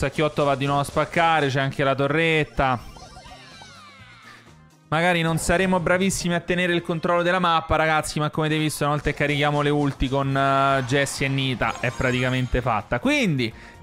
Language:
Italian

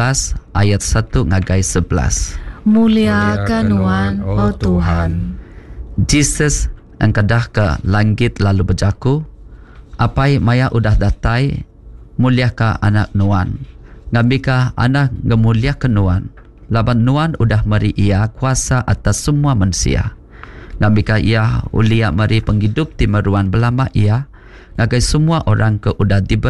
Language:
Iban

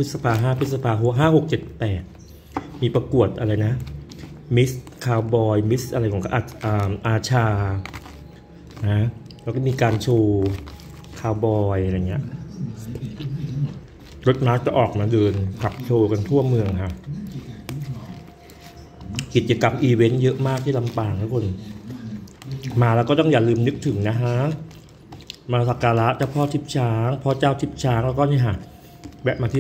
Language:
Thai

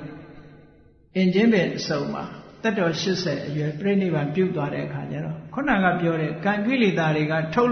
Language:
Burmese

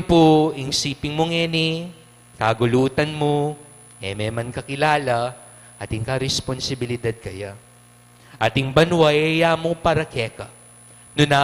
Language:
Pampanga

